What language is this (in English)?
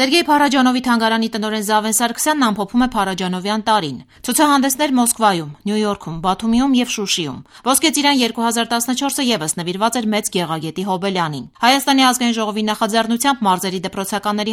Armenian